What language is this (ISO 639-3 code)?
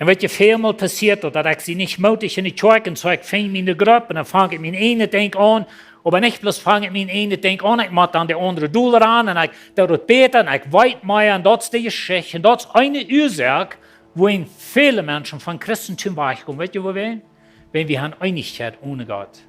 pdt